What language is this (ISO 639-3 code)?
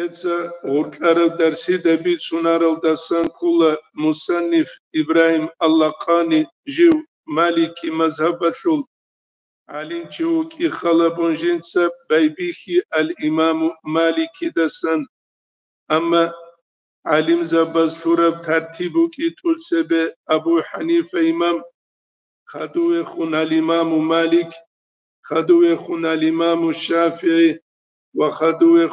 ava